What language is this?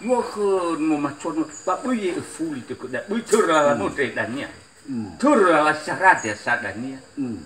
Nias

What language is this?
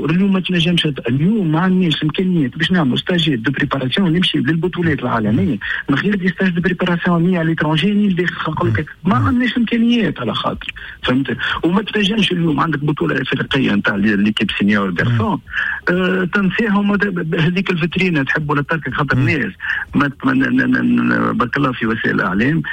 Tunisian Arabic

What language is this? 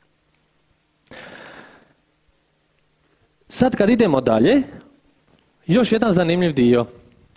Croatian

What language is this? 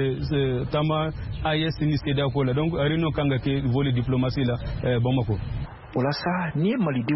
Bambara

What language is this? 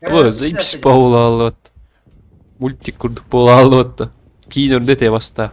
Yakut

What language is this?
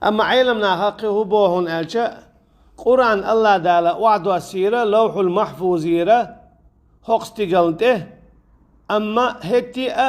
Chechen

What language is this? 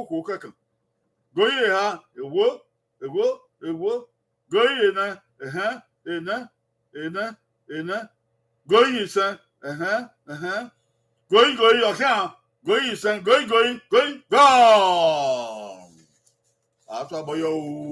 Bini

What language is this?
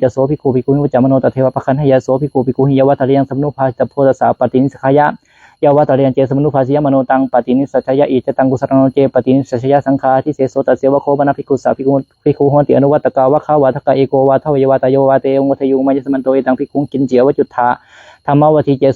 Pali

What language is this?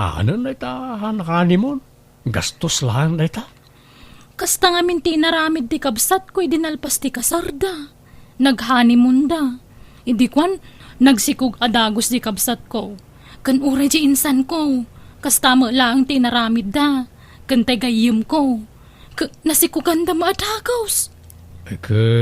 Iloko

